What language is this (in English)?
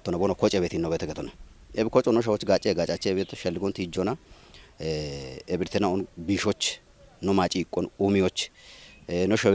Kafa